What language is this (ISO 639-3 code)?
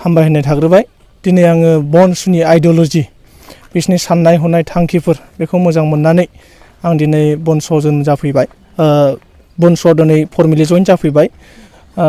brx